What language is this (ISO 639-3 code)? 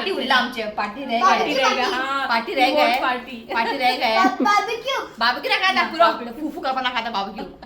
kok